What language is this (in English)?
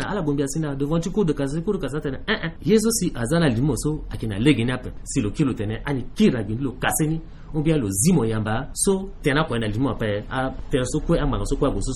Sango